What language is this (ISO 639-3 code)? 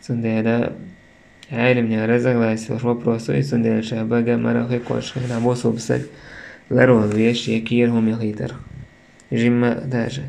che